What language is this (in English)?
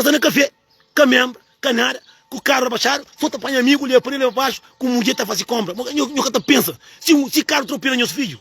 Kabuverdianu